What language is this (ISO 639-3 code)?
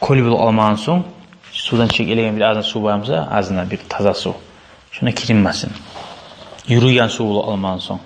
kum